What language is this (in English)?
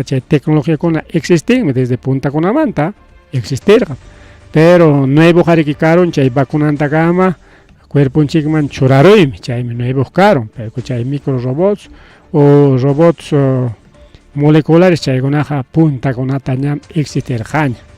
Ayacucho Quechua